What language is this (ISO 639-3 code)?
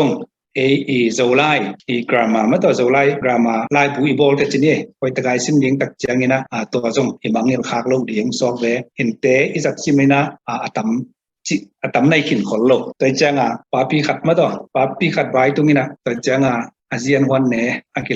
ctd